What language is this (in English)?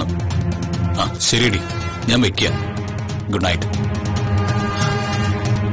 Malayalam